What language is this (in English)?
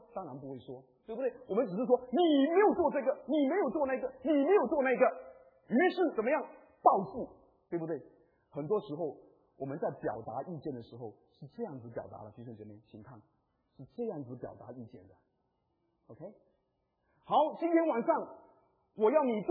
Chinese